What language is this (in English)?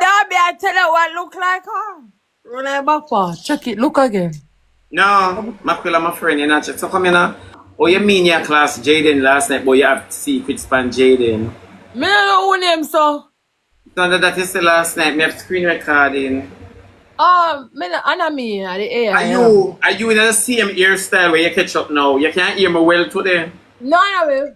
Jamaican Creole English